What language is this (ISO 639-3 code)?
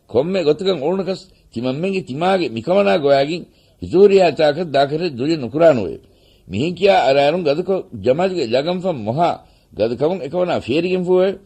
div